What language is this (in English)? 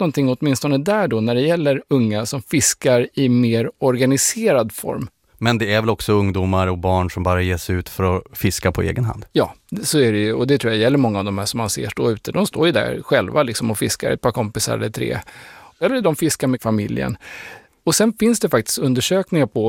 Swedish